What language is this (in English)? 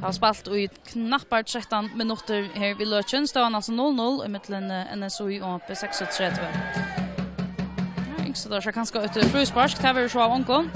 Faroese